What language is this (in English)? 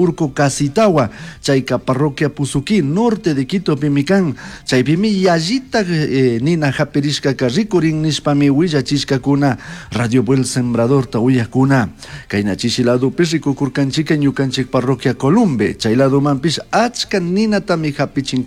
Chimborazo Highland Quichua